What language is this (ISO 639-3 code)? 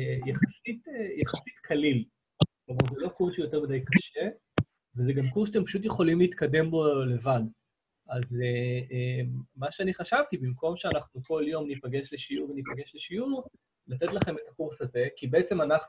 heb